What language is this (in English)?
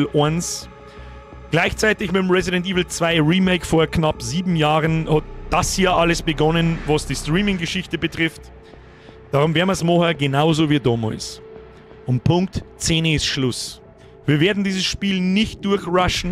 Bavarian